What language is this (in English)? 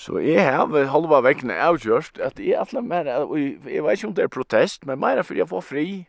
Faroese